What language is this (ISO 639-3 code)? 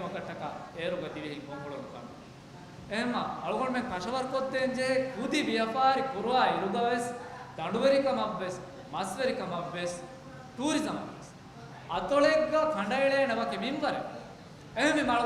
div